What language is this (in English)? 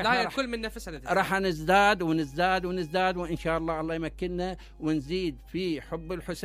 Mesopotamian Arabic